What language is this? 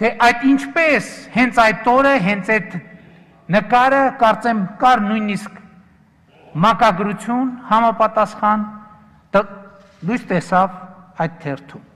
Armenian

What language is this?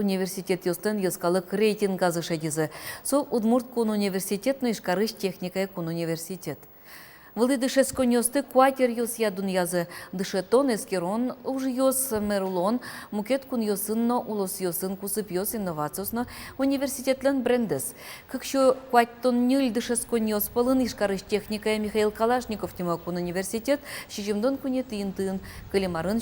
Udmurt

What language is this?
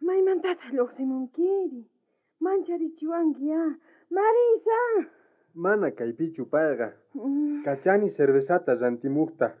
South Bolivian Quechua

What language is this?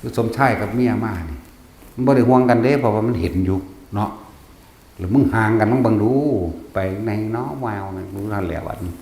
Northeastern Thai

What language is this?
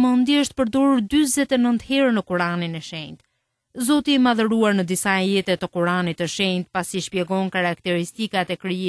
Albanian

